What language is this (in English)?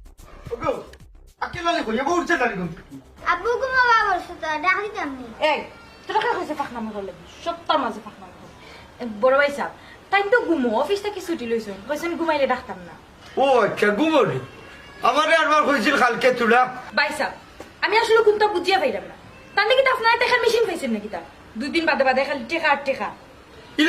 Sylheti